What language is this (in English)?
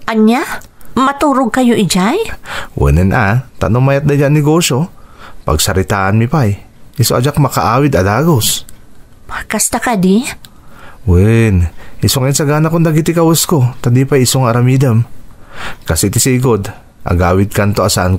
Iloko